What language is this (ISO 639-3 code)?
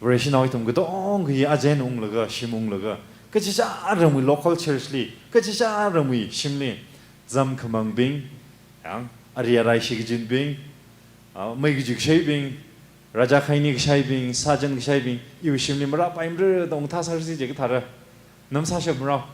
nmf